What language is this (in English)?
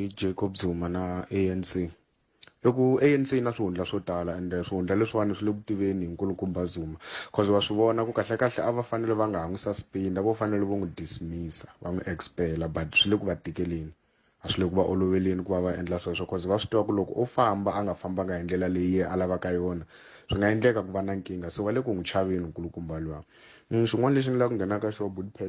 Tsonga